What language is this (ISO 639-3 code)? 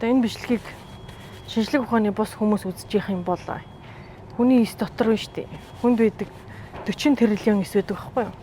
mon